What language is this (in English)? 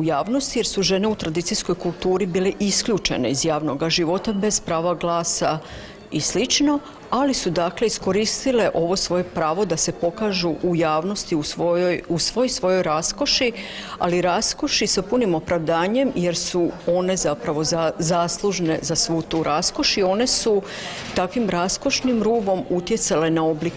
Croatian